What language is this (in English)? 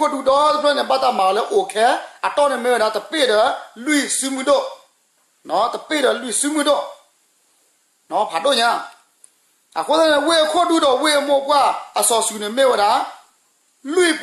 S'gaw Karen